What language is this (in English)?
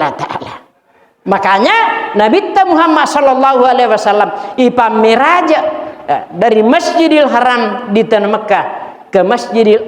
Buginese